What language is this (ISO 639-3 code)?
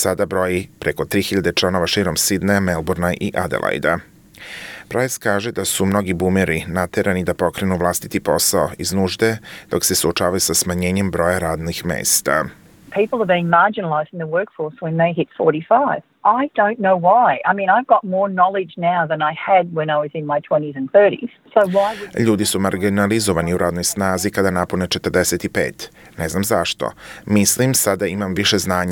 hrv